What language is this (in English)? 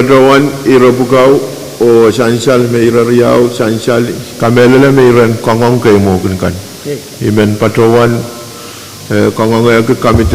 Pohnpeian